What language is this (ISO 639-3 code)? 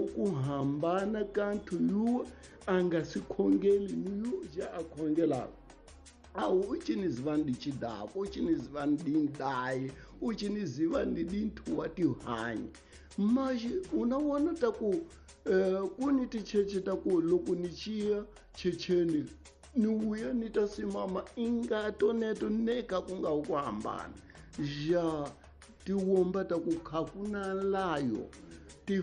tso